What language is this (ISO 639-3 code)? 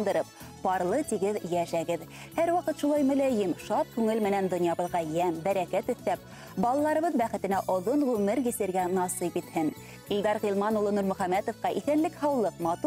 bak